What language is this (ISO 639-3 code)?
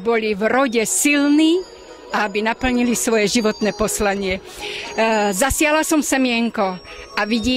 slk